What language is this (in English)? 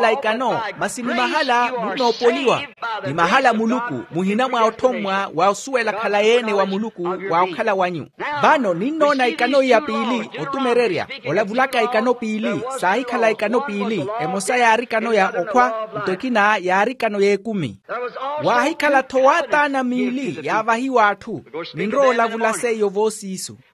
Makhuwa